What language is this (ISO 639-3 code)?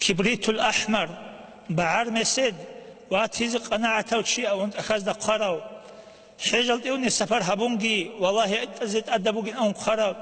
ava